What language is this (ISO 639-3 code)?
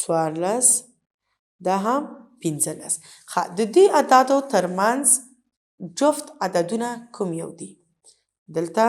pus